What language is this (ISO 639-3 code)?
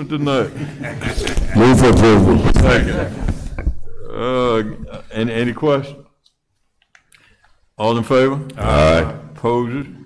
eng